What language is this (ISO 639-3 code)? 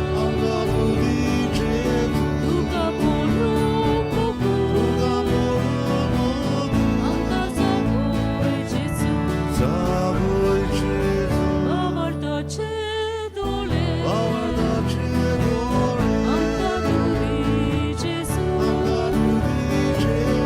kok